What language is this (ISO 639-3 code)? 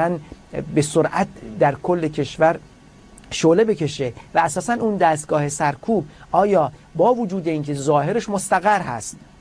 fas